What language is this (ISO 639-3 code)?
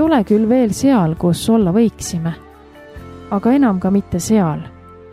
est